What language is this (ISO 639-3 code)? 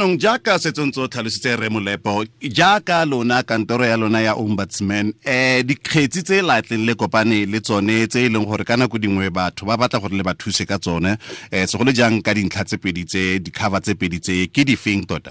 tsn